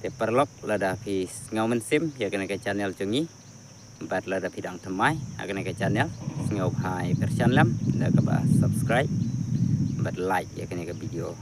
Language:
Khasi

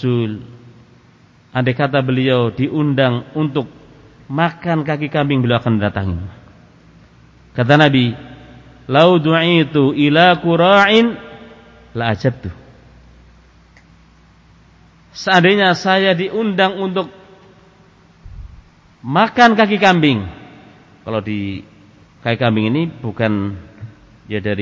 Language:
Indonesian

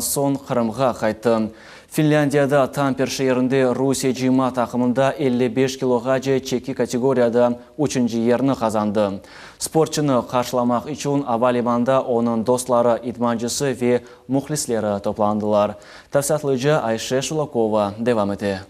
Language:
Crimean Tatar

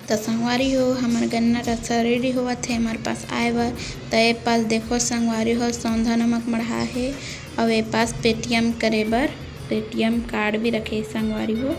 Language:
Chhattisgarhi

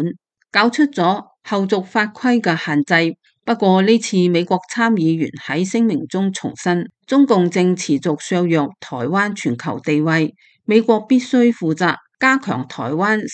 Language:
Cantonese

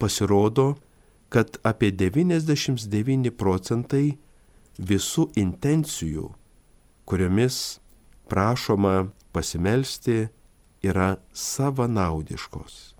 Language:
Lithuanian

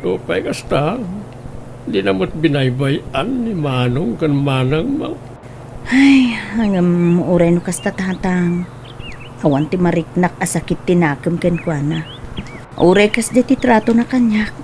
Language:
Iloko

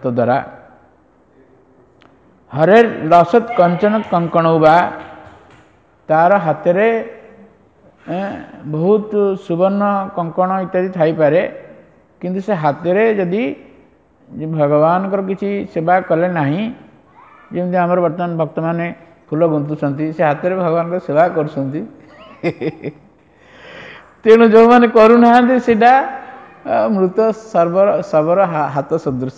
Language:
Odia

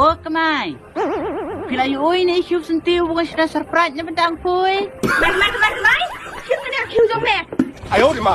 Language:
Khasi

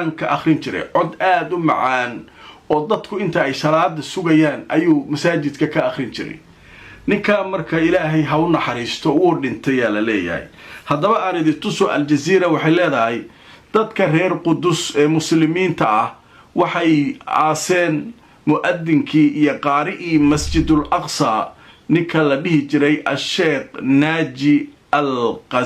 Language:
Somali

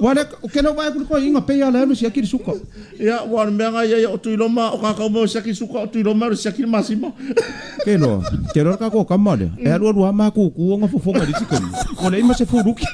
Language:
Samoan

